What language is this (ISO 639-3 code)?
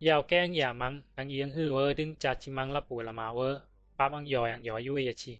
bzi